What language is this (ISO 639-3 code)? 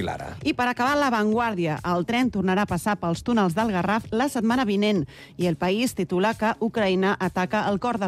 cat